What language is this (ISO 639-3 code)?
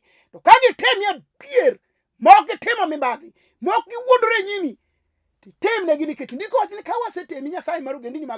luo